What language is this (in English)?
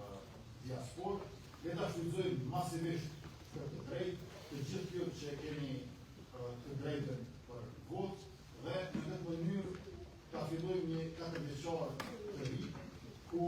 Albanian